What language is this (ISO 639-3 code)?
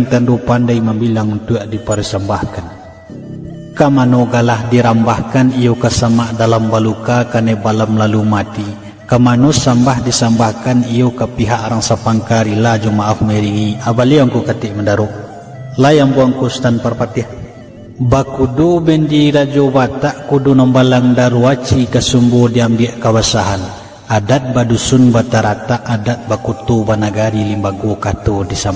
min